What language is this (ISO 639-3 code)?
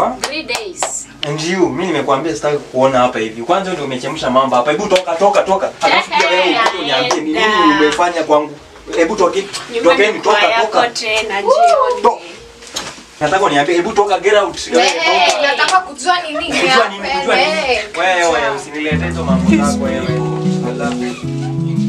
swa